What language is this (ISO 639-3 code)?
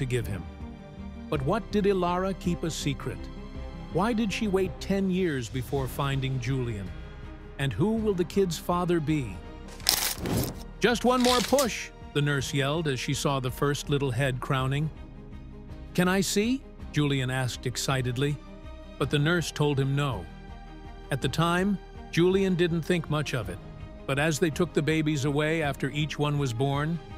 eng